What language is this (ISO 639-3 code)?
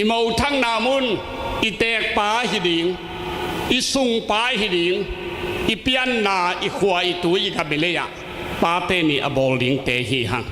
ctd